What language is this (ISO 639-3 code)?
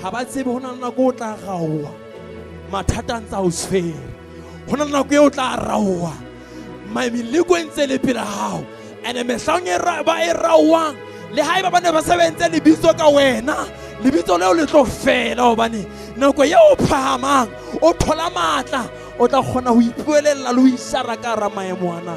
sot